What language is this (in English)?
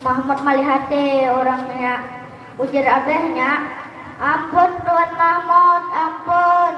Banjar